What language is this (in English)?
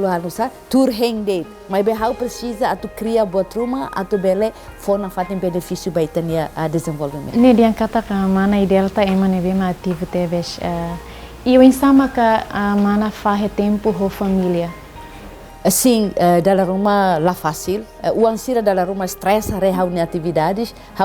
Tetum